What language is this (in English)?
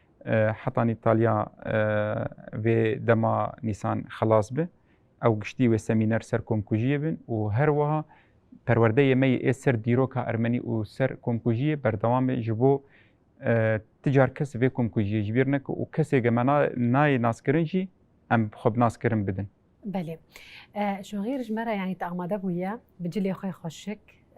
Kurdish